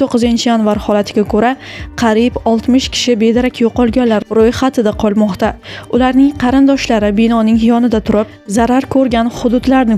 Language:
Uzbek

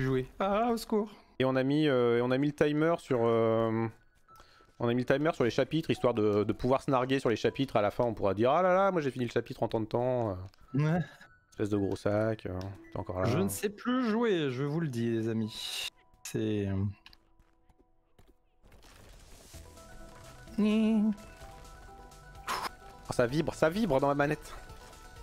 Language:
French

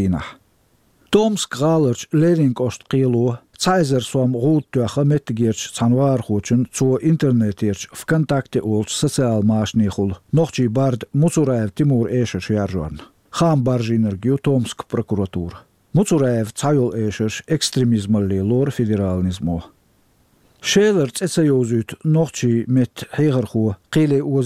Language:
Chechen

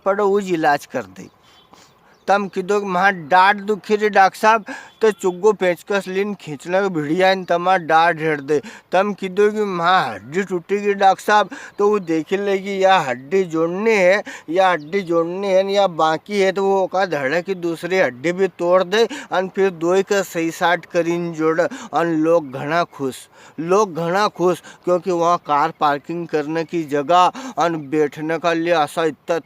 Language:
Rajasthani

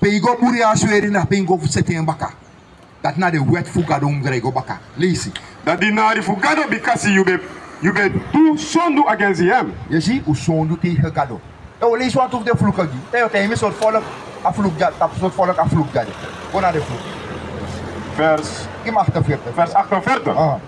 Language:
Sranan Tongo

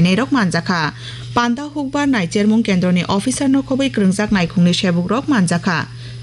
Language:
Kok Borok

